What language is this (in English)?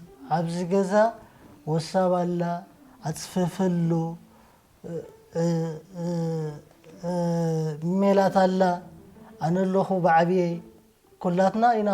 Tigrinya